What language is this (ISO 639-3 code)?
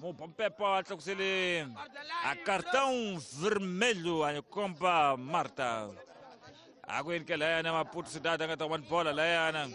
tso